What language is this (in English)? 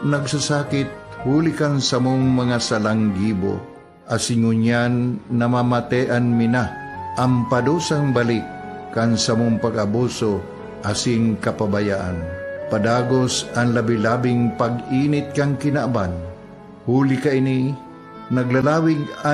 Bikol